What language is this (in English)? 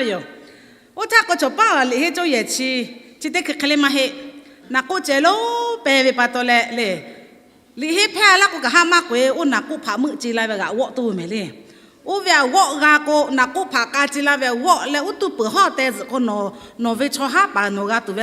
Lahu